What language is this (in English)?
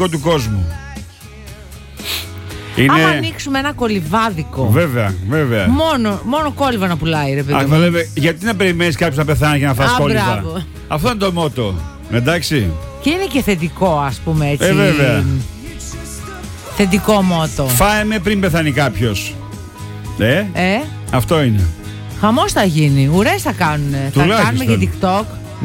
Greek